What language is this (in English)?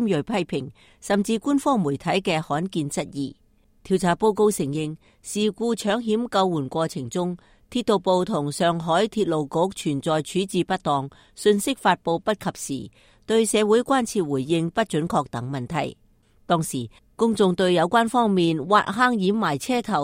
Cantonese